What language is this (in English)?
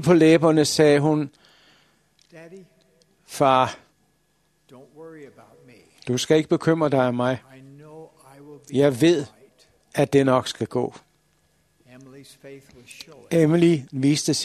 Danish